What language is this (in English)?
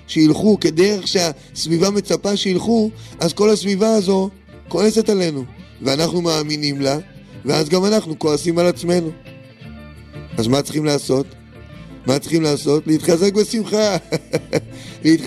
Hebrew